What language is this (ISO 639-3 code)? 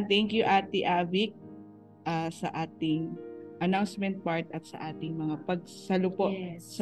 fil